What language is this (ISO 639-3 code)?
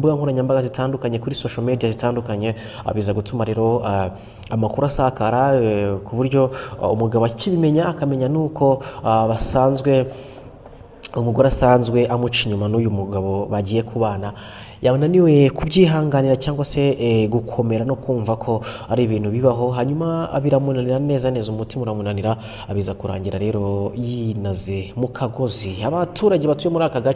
kin